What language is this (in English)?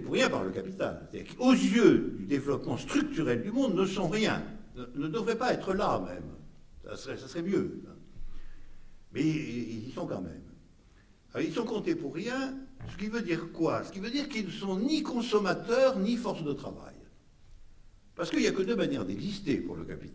French